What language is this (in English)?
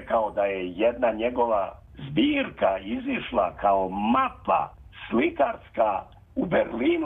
Serbian